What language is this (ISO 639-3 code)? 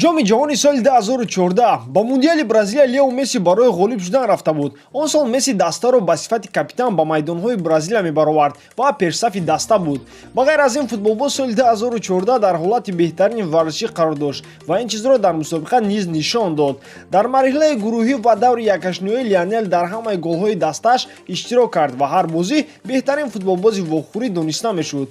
tgk